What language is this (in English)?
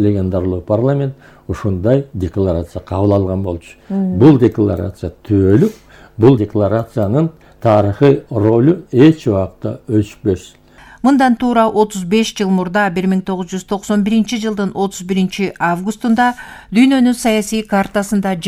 Kyrgyz